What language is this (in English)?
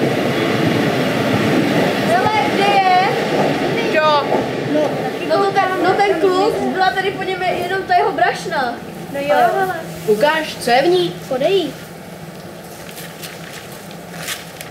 Czech